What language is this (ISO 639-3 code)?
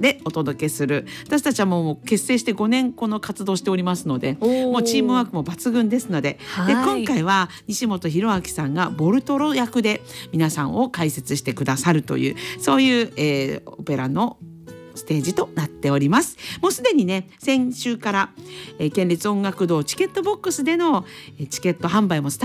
jpn